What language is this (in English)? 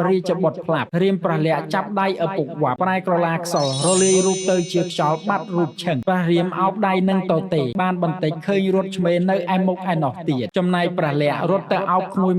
Khmer